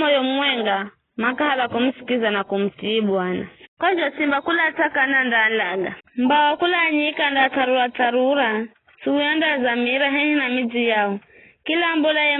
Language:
Giryama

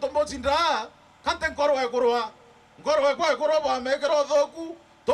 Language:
Meru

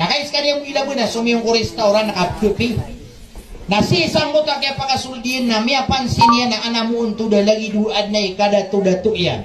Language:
Maranao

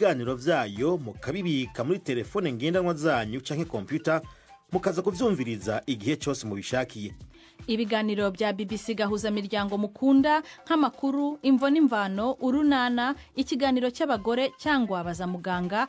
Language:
Rundi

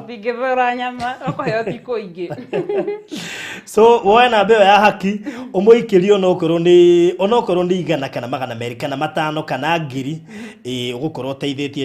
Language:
Kikuyu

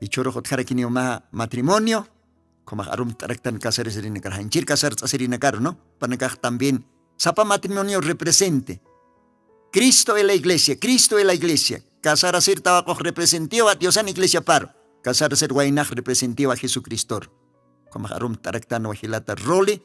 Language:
Aymara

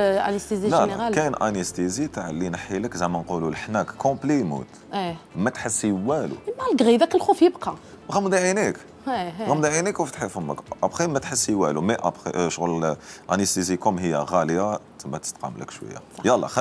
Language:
Algerian Arabic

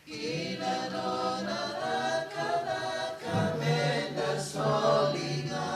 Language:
Fijian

